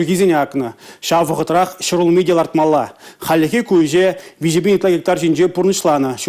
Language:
Chuvash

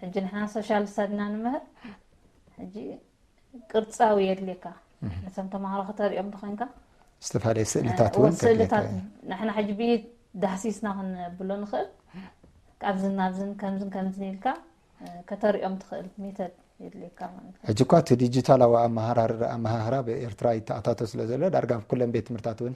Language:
Tigrinya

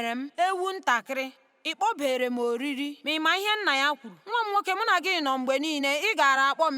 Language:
Igbo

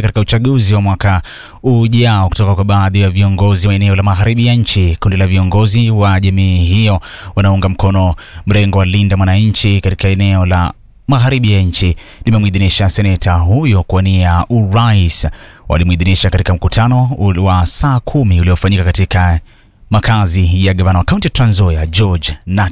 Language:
Swahili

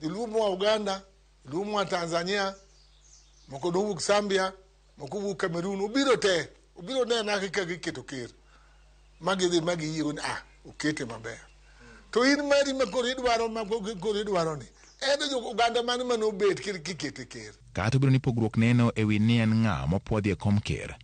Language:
Luo (Kenya and Tanzania)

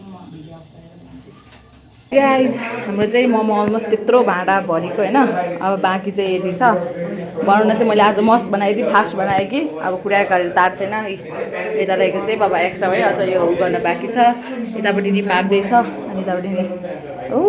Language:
Nepali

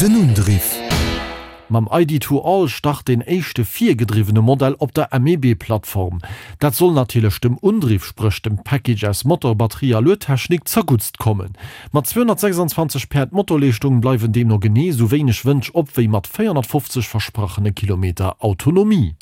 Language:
Luxembourgish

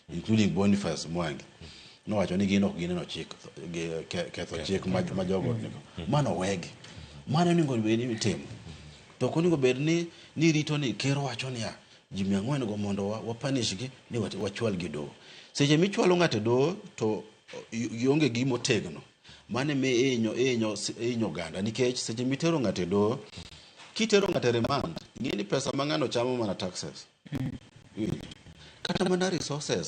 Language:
Luo (Kenya and Tanzania)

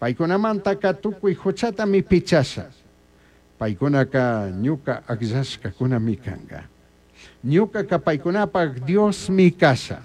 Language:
Chimborazo Highland Quichua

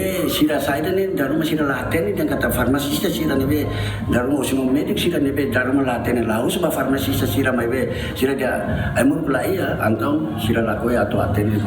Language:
Tetum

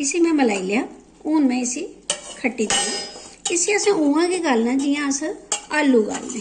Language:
Dogri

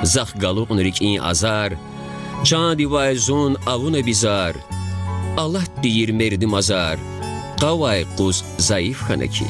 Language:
Lezghian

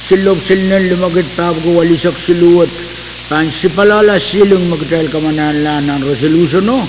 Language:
Pohnpeian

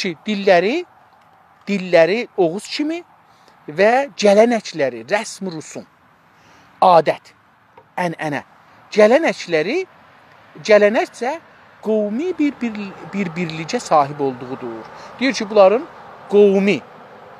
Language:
South Azerbaijani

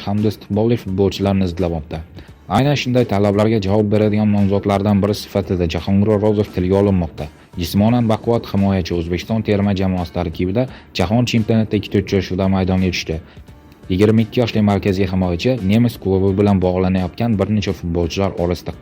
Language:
Uzbek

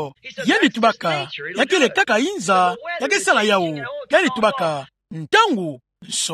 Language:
Kituba (Democratic Republic of Congo)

